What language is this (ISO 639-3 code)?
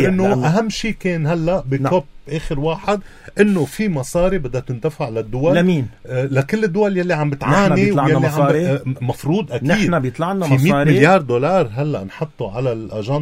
apc